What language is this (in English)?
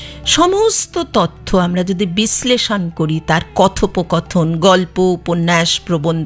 Bangla